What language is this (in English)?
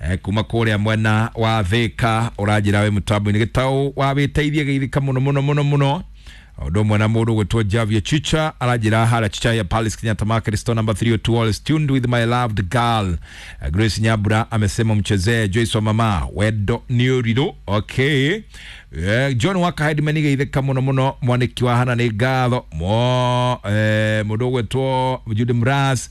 Kikuyu